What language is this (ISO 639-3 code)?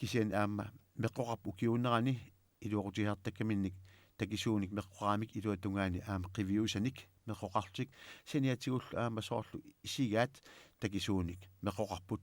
kal